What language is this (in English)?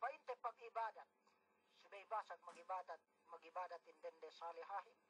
Yakan